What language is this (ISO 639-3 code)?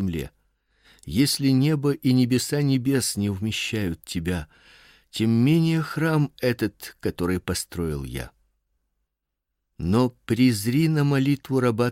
rus